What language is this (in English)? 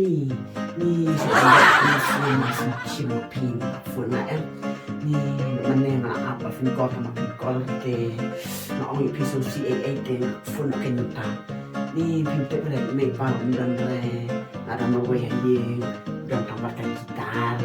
Khasi